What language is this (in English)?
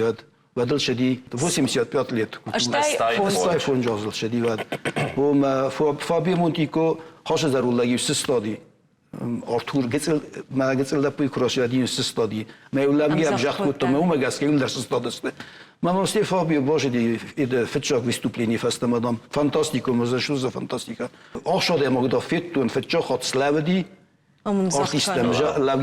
Ossetic